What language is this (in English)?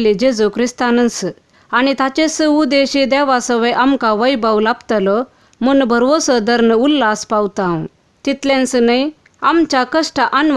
Konkani